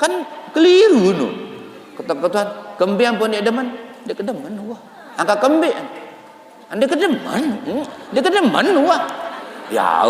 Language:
Sasak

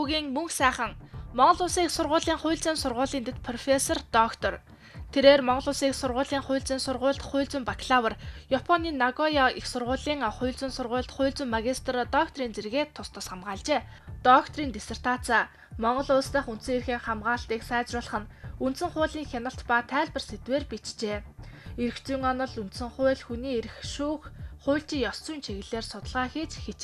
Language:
Mongolian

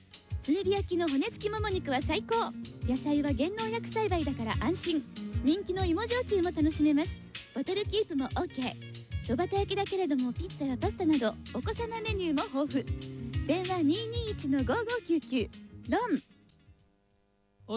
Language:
Japanese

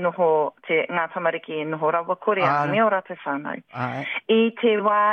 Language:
Māori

